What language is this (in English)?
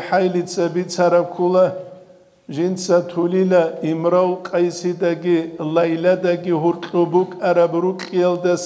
Avaric